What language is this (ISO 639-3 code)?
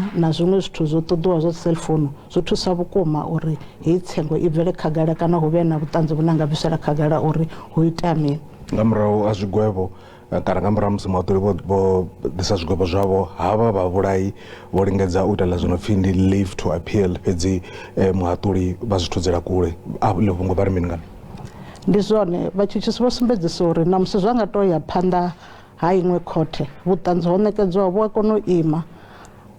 ven